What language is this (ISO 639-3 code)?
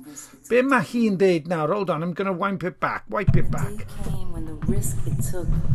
cym